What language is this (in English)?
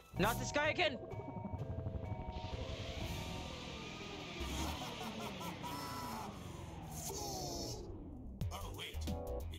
English